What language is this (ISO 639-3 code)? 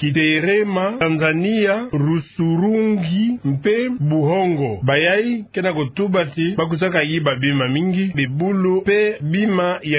ktu